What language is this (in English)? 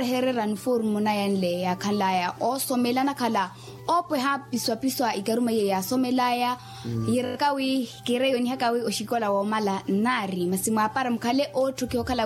Makhuwa